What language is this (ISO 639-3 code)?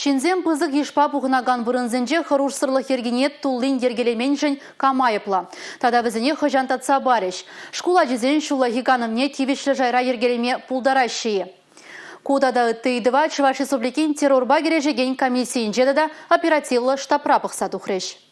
chv